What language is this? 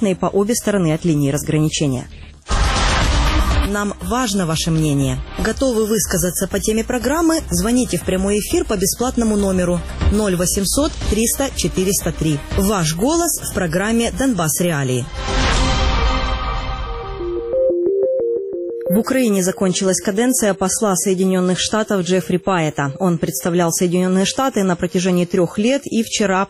Russian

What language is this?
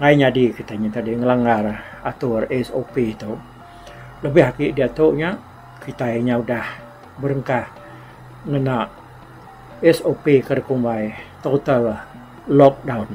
Iban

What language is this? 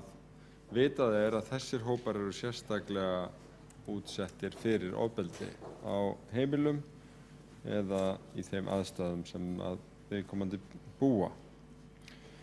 Icelandic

